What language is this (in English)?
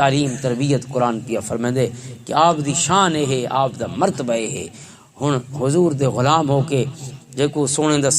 Western Panjabi